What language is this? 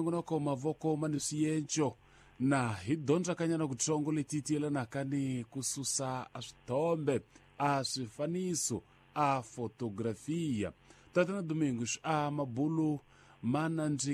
Tsonga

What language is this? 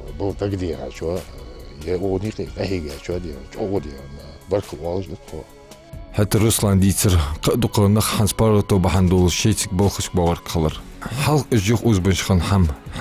Ingush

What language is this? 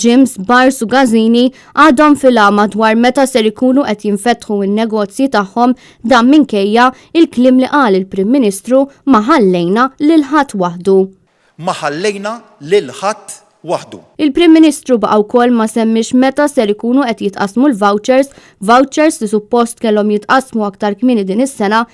Maltese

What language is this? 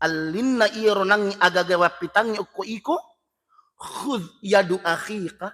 Buginese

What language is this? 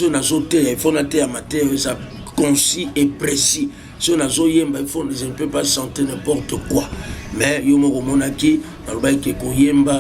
Lingala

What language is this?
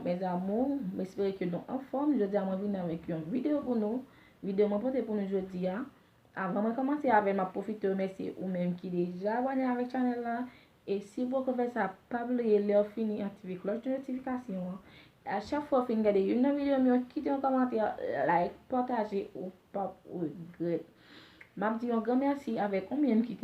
Haitian Creole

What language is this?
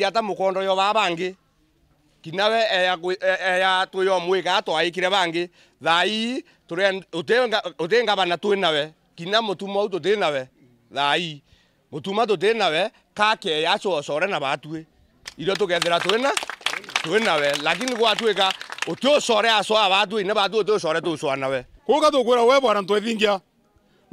Meru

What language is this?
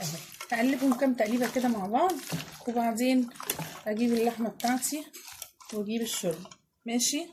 Egyptian Arabic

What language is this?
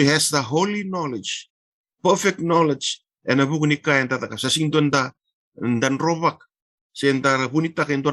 Fijian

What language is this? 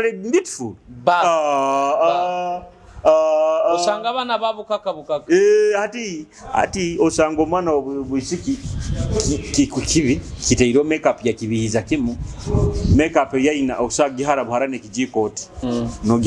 Nyoro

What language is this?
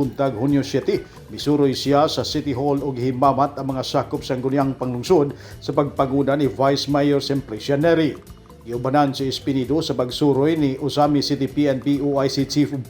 Cebuano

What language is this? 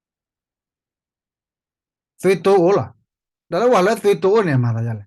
S'gaw Karen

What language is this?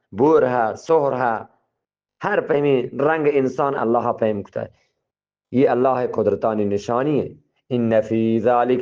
Eastern Balochi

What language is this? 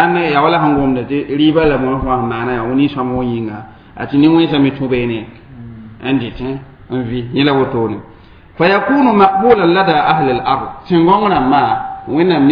Mossi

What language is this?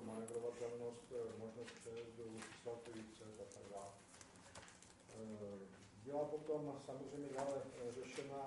Czech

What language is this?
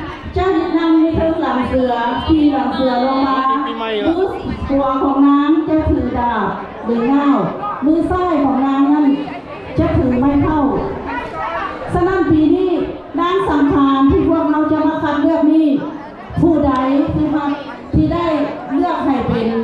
Lao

